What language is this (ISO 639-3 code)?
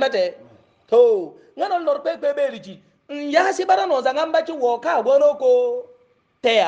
hau